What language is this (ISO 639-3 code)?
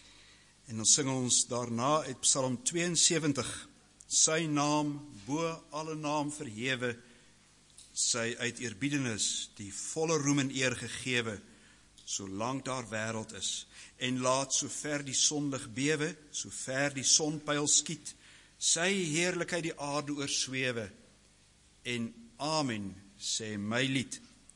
afr